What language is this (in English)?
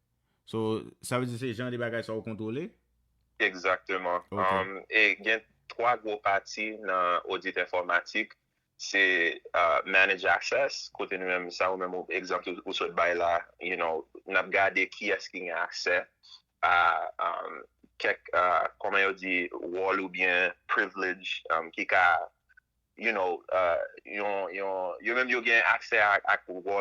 Haitian Creole